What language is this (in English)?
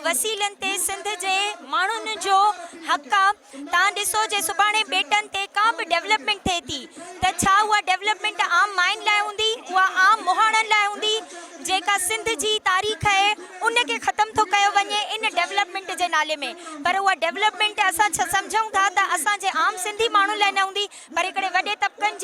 Sindhi